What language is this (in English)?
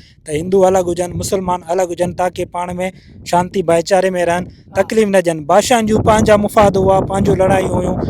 Sindhi